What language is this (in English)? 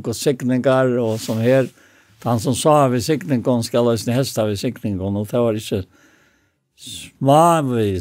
Faroese